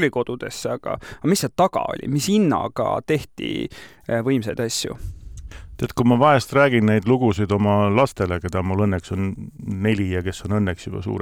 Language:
Estonian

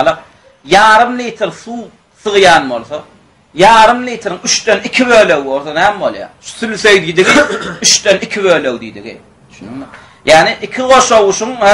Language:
Turkmen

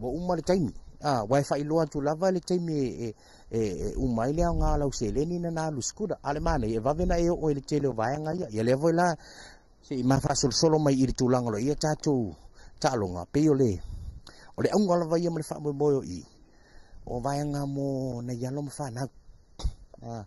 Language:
Samoan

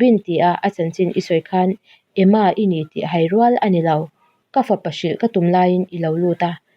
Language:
Mizo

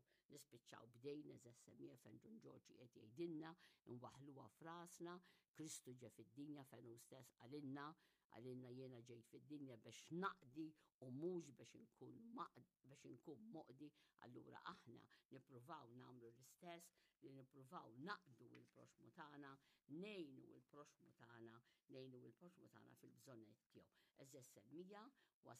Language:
Maltese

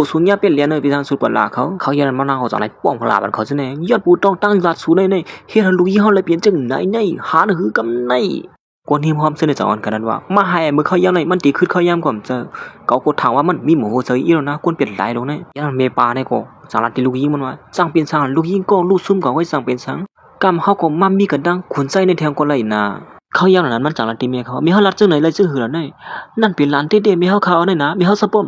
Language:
Shan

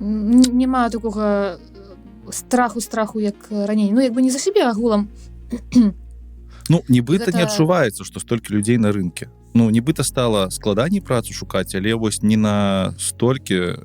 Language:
Belarusian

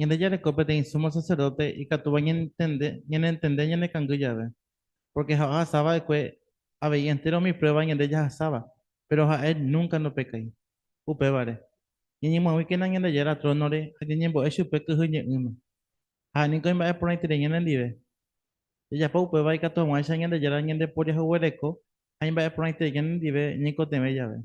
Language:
Guarani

